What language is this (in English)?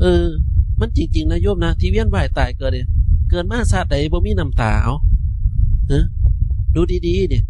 Northeastern Thai